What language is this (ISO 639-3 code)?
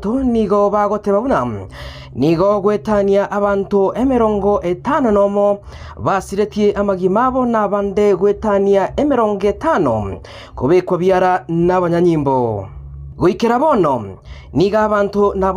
guz